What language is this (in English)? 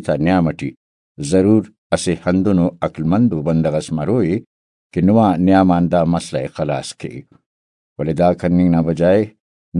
Brahui